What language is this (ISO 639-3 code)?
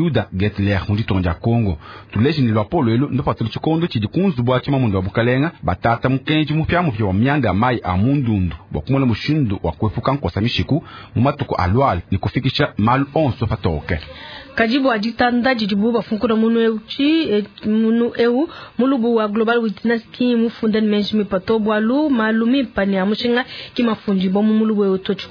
lua